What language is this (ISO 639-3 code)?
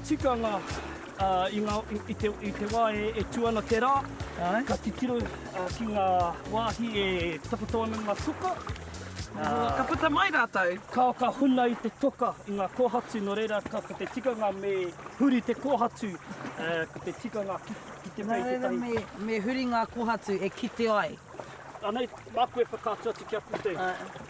mri